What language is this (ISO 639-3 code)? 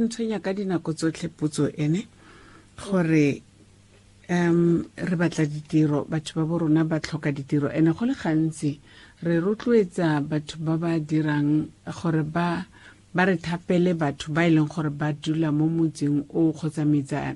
tsn